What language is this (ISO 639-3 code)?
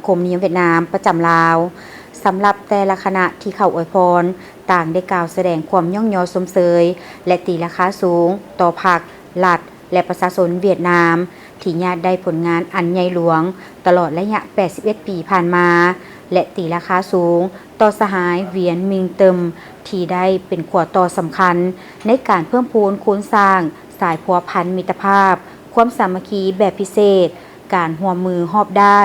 lao